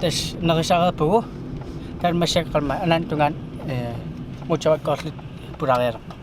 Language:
Kalaallisut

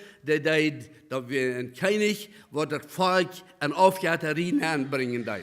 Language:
Plautdietsch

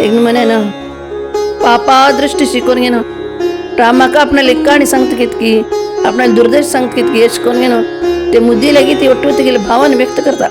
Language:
Konkani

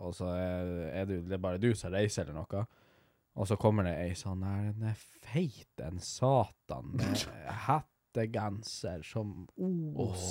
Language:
Norwegian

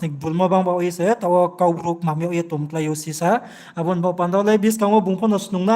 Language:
Riang (India)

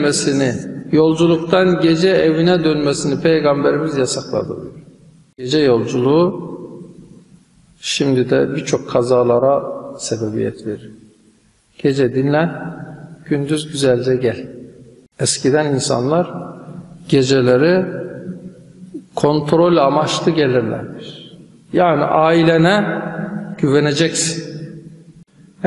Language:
Turkish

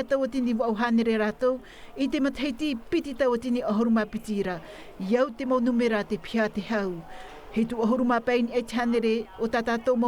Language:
Tahitian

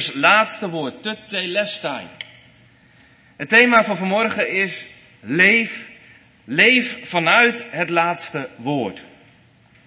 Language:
Dutch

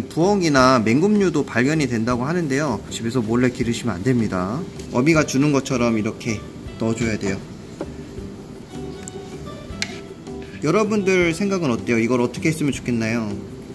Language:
Korean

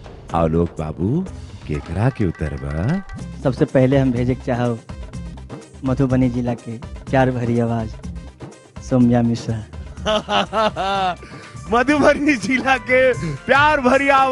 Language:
Bhojpuri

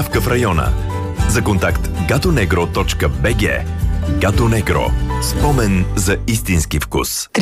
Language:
Bulgarian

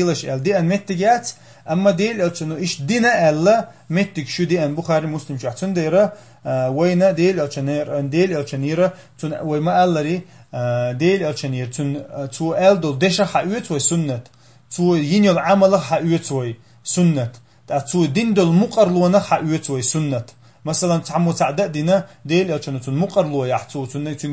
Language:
Chechen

